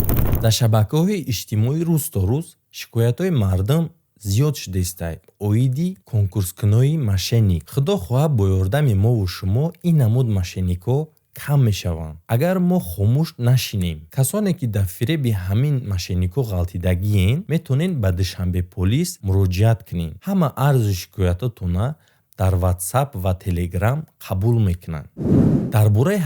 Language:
Tajik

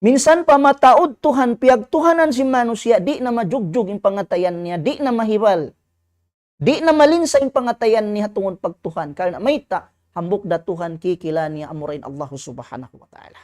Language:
Tausug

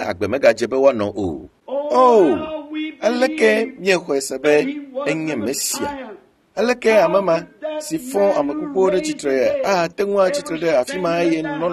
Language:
Ewe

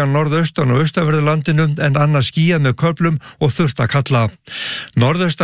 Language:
Icelandic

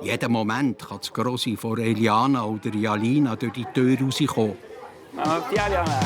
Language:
Swiss German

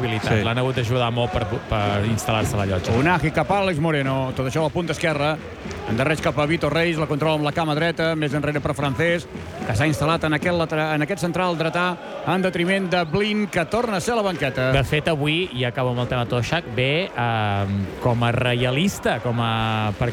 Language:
Catalan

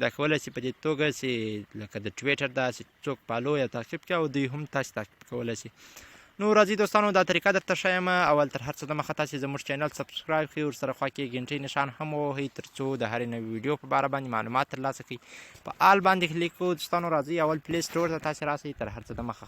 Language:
Pashto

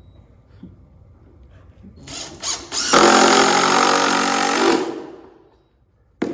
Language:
Central Mnong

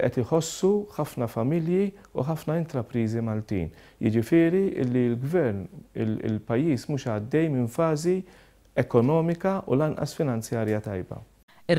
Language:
Maltese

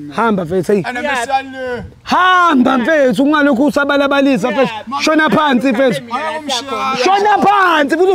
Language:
Zulu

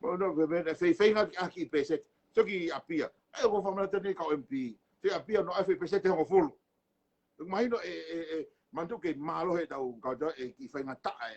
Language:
Tongan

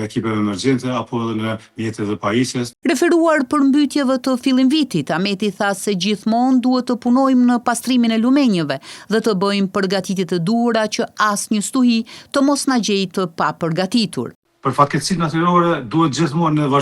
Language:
Albanian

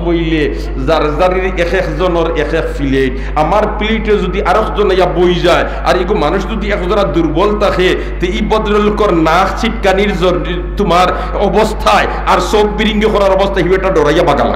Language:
Sylheti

